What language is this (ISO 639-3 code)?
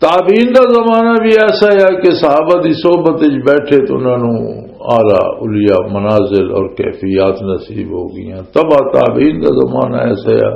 lah